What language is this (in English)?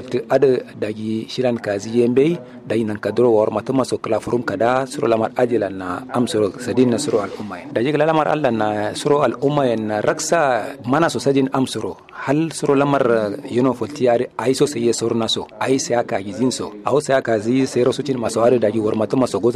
Kanuri